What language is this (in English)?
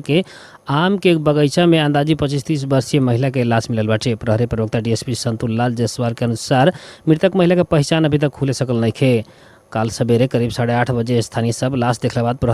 Bhojpuri